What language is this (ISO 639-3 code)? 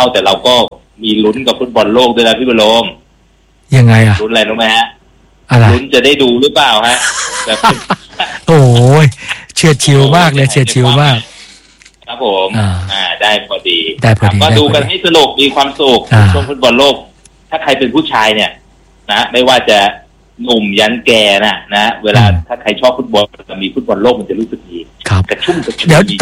tha